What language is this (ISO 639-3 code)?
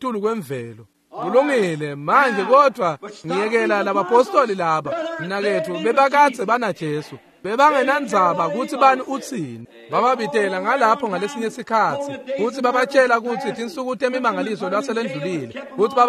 ssw